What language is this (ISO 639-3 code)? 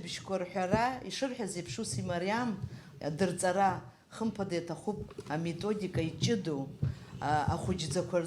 abk